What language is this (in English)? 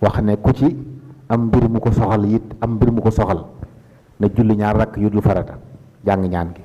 Wolof